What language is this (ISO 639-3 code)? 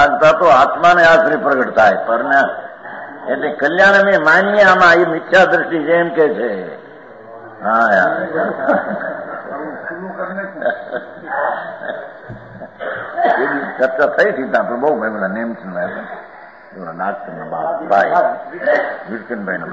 guj